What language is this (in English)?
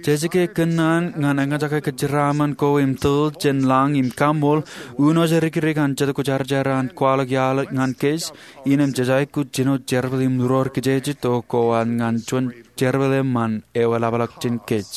Marshallese